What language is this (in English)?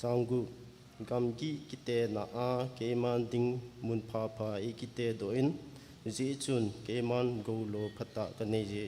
Thado Chin